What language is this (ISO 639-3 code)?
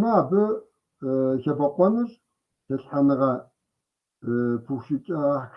kbd